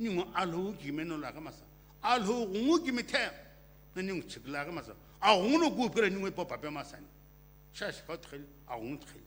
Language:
Sumi Naga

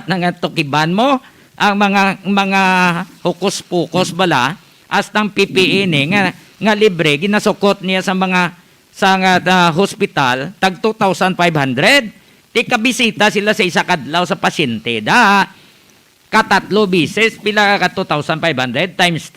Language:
Hiligaynon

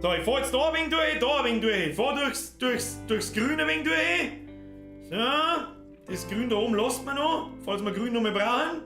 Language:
Bavarian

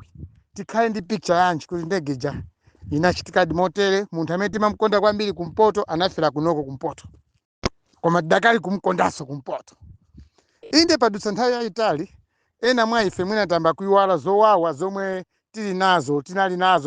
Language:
Nyanja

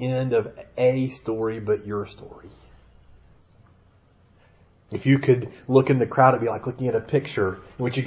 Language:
English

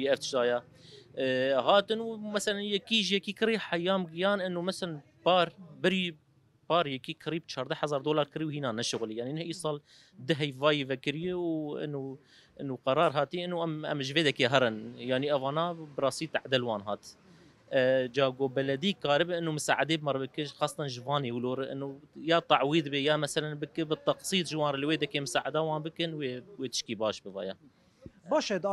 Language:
Kurdish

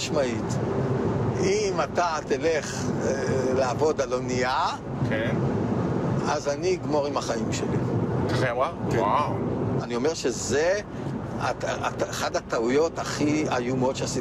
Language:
Hebrew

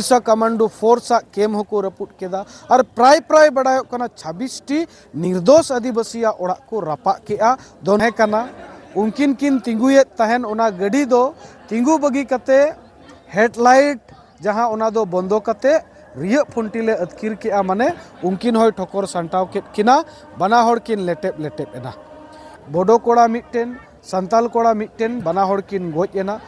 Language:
Santali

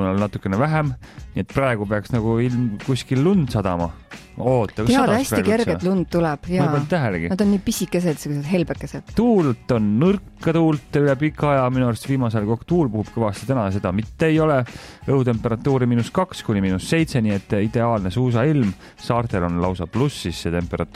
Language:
Estonian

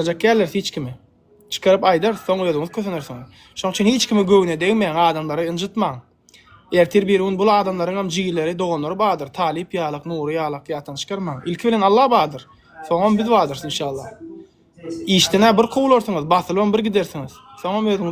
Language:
Turkmen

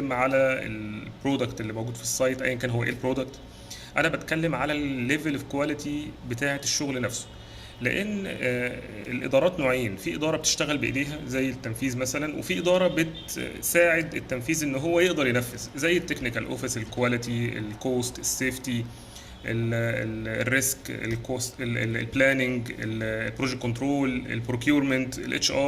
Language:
Egyptian Arabic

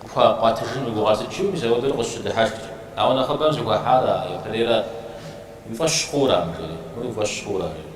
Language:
Kabardian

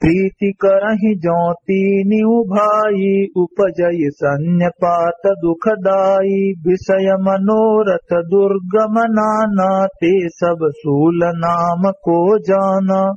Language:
Awadhi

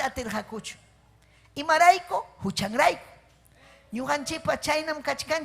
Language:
Ayacucho Quechua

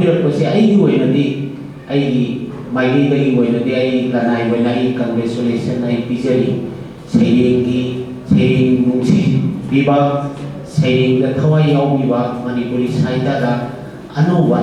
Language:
Manipuri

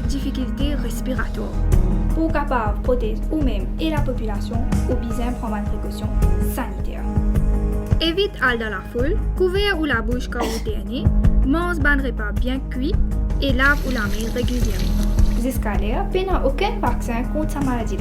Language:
Morisyen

